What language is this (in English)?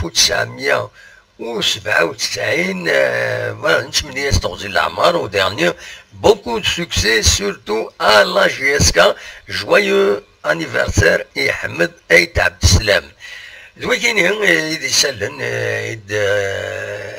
Kabyle